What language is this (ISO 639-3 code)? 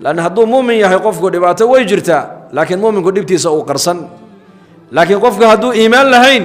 som